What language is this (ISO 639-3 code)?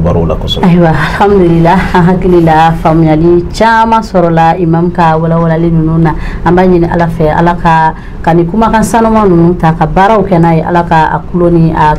bam